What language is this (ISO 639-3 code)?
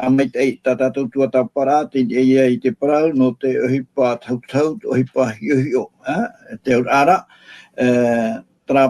tah